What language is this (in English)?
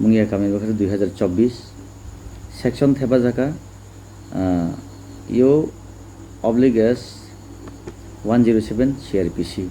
Kok Borok